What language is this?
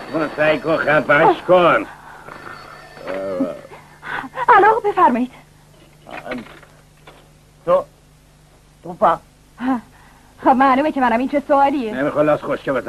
Persian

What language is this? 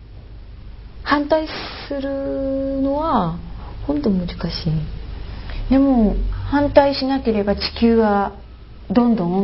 Japanese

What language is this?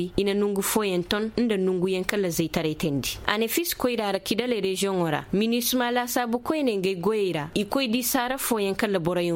Koyraboro Senni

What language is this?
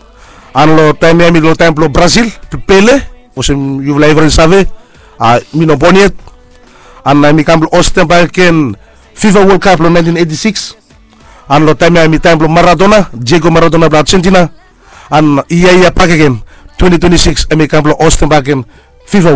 Bislama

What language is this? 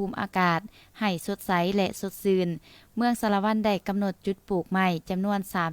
Lao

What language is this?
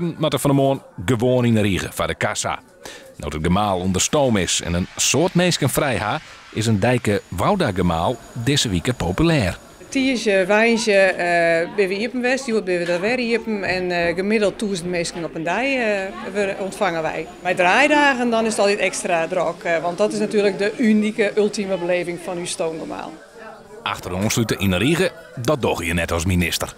Western Frisian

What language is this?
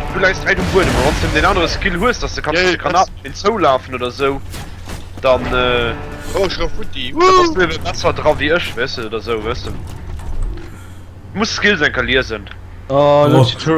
Luxembourgish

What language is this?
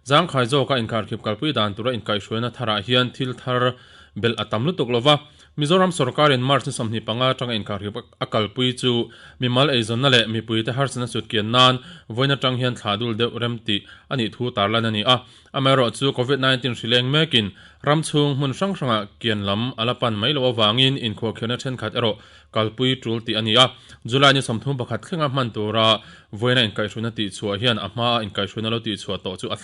Mizo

